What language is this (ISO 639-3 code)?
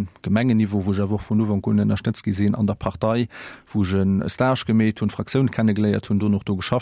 ltz